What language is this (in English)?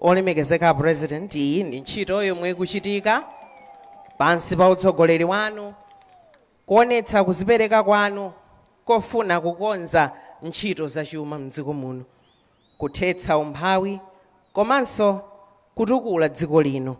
Nyanja